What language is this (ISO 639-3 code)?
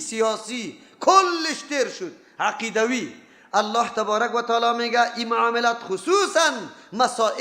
fas